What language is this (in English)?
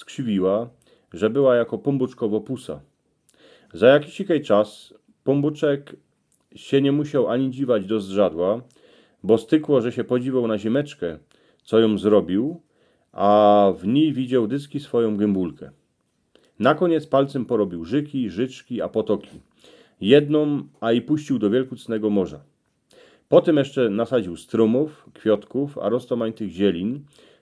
Silesian